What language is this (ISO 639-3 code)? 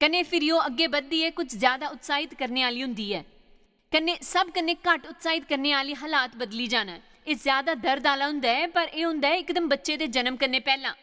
doi